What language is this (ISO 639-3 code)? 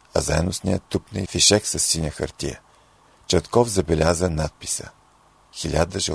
bul